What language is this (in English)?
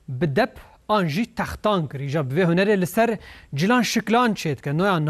Kurdish